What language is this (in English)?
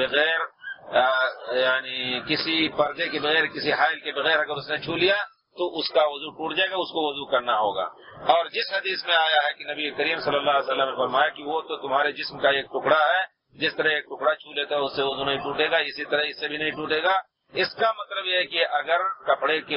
Urdu